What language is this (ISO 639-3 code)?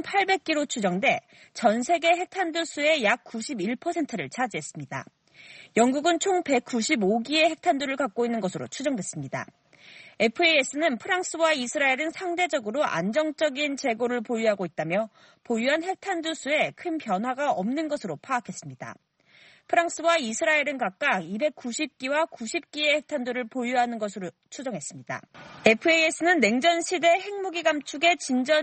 kor